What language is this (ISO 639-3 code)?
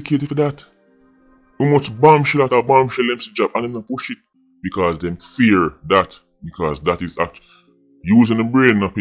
jam